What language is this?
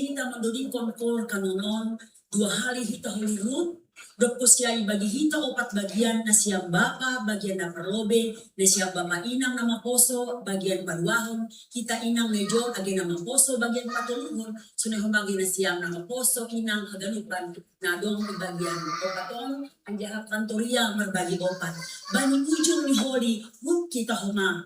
Batak Simalungun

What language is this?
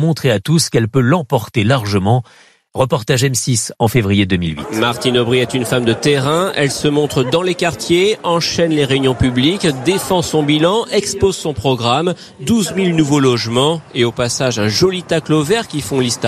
French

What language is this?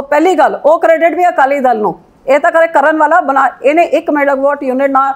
Punjabi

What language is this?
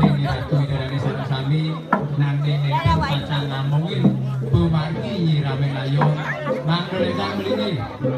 Balinese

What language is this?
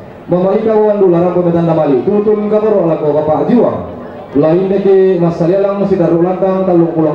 Toraja-Sa'dan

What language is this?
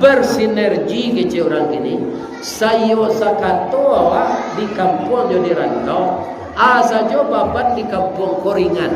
Minangkabau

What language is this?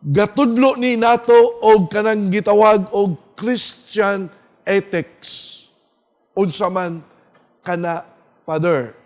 Cebuano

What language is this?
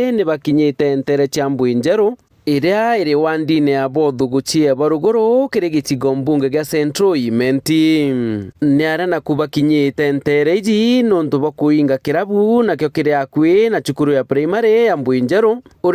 Meru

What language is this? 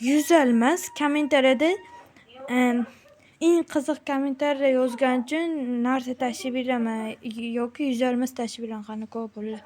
Uzbek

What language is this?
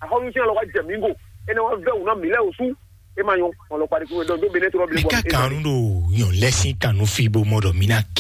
Fon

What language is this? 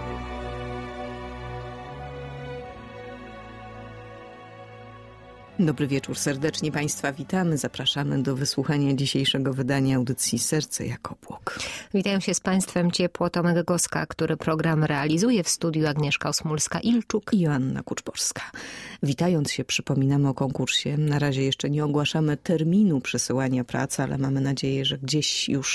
Polish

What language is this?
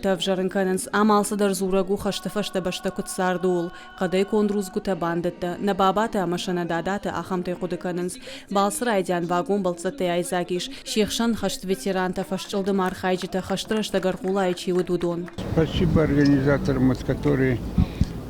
Ossetic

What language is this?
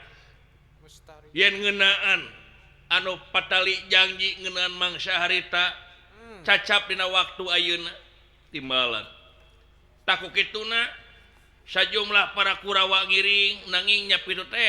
Sundanese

